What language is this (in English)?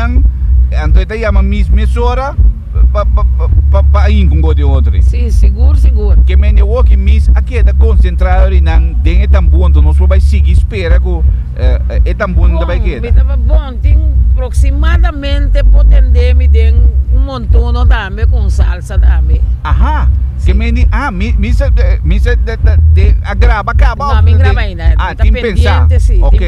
Papiamento